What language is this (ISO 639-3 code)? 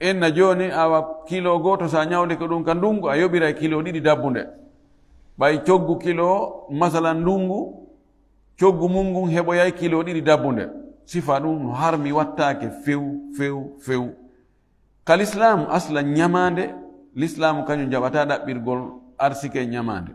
ful